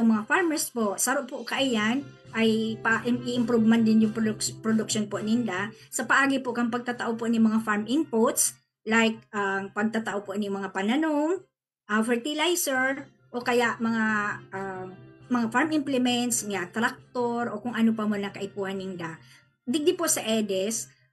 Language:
Bikol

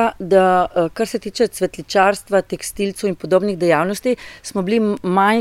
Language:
Slovenian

